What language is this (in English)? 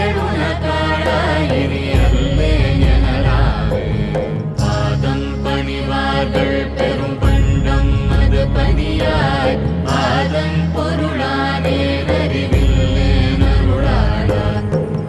Tamil